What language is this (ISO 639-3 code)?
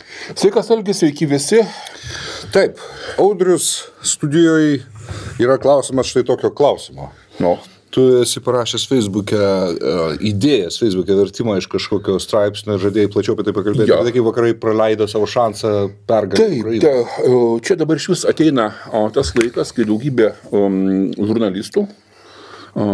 lit